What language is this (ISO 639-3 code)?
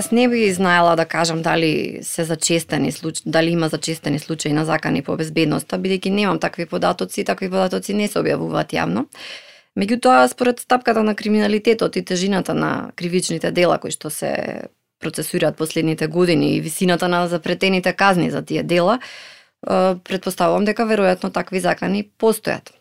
mkd